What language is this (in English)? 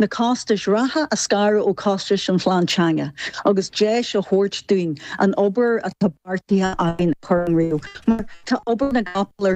Irish